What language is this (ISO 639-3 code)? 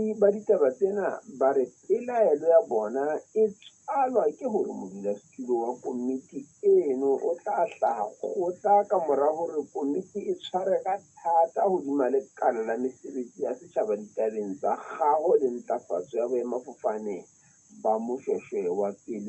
sot